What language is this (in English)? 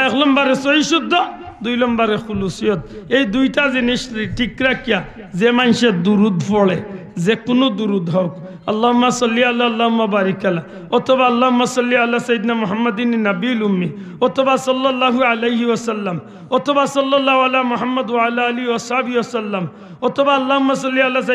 Sylheti